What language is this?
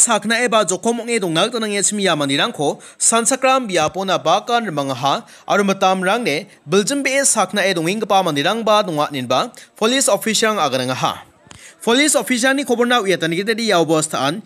Garo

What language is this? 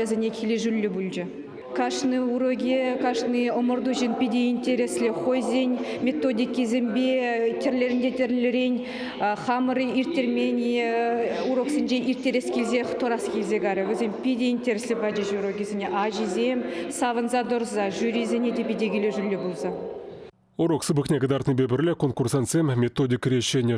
Chuvash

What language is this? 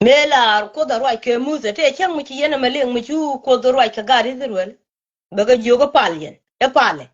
Nuer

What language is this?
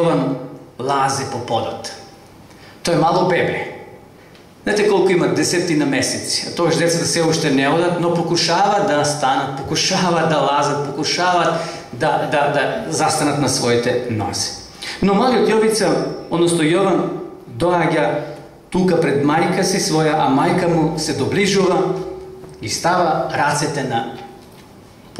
Macedonian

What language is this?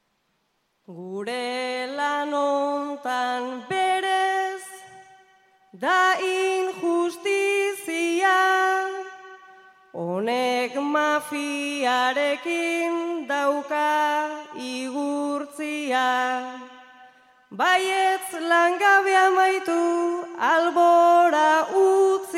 Basque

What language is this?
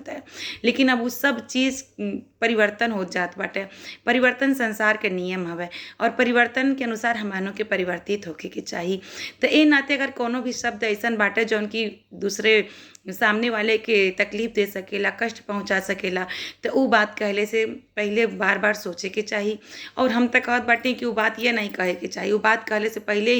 Bhojpuri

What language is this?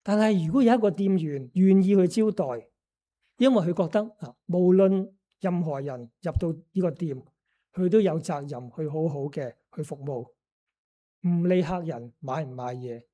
Cantonese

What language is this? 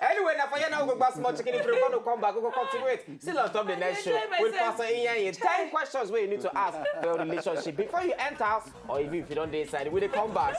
Nigerian Pidgin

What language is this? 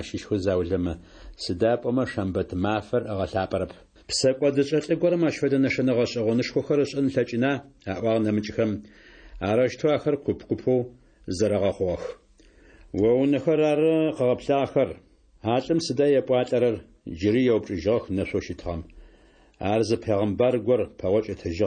Adyghe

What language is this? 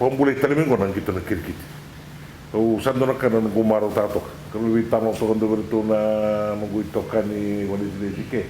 Fijian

